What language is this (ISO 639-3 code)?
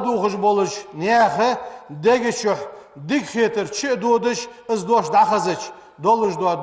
inh